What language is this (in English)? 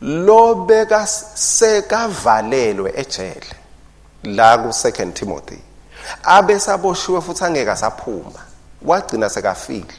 Swati